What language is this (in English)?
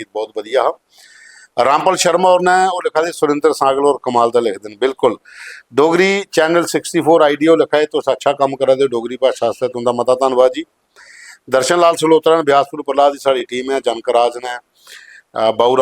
Dogri